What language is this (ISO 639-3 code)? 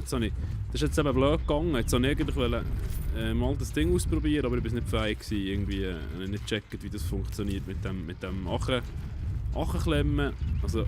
gsw